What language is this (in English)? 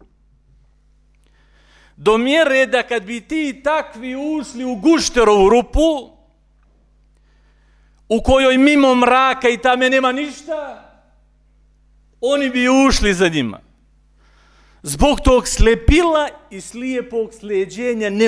Bosnian